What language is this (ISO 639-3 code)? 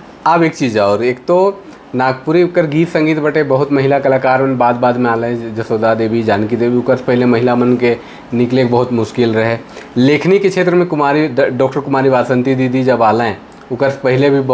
sck